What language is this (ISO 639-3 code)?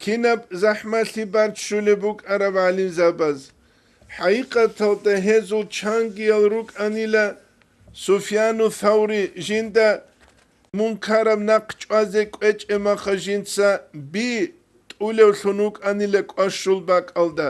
ava